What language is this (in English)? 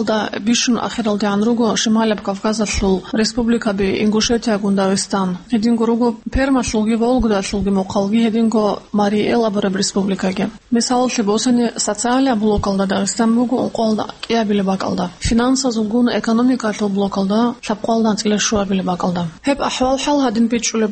Avaric